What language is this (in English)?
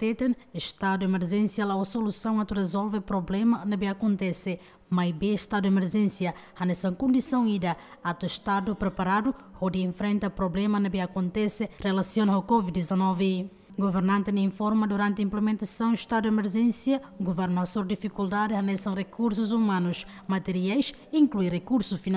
Tetum